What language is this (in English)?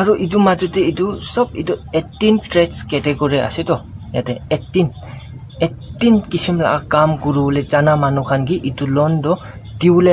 Naga Pidgin